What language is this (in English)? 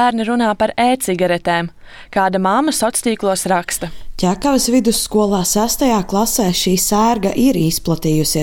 Latvian